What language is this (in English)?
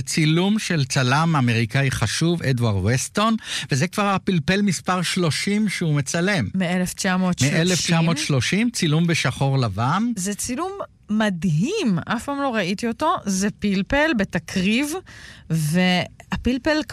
Hebrew